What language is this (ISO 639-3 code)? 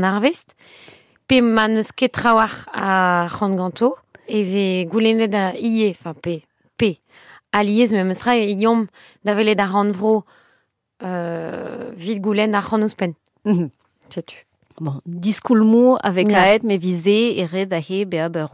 bre